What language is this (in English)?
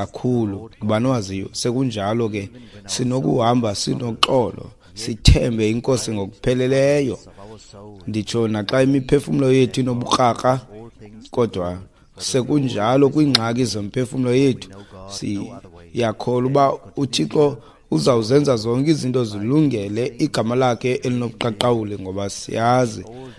Xhosa